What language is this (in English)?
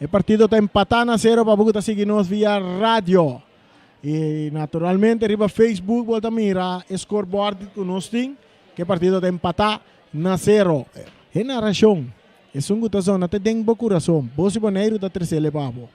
Papiamento